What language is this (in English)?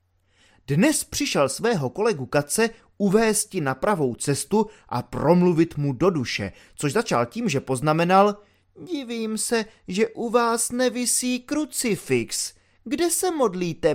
Czech